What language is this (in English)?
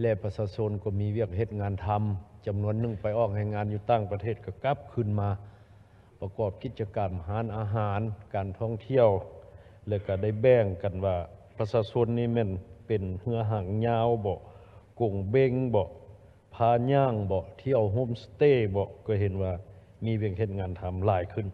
Lao